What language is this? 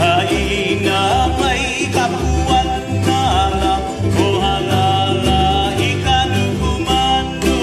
Hawaiian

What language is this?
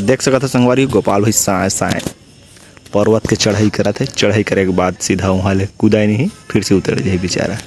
Chhattisgarhi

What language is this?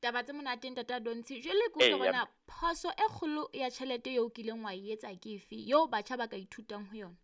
Southern Sotho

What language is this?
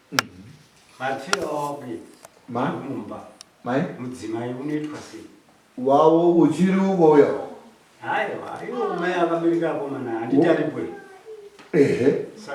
Shona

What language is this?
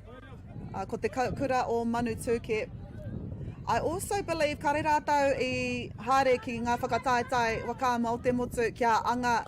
Māori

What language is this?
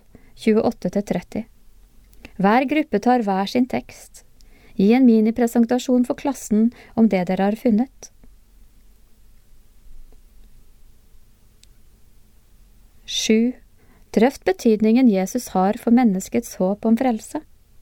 Norwegian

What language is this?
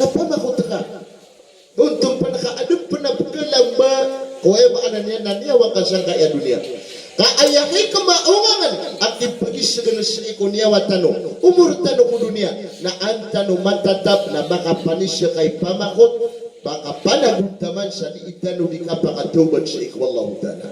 Maranao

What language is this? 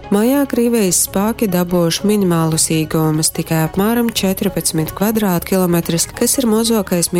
Latgalian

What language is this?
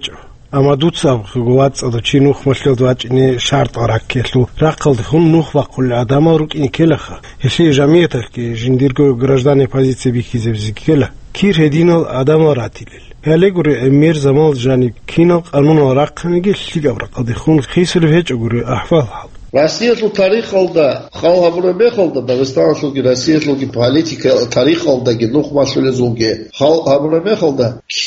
Avaric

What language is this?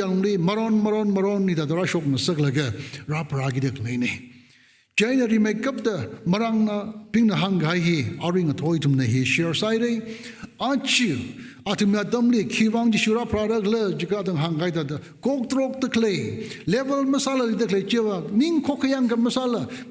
Tangkhul Naga (India)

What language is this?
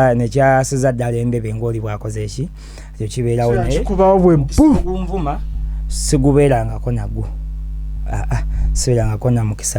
Ganda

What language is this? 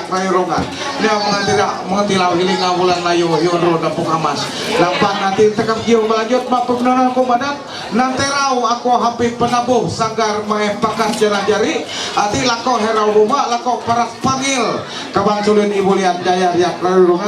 Ma'anyan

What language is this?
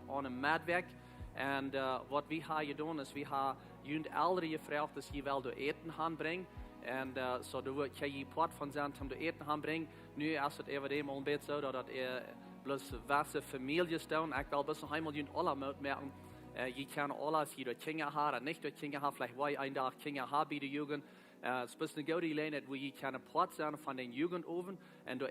Plautdietsch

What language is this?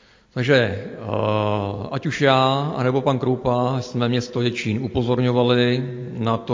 Czech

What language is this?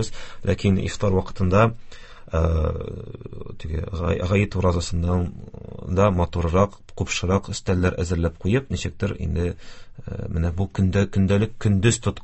Tatar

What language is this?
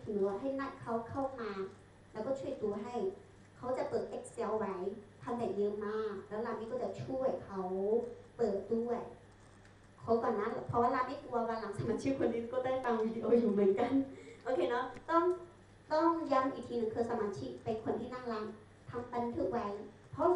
Thai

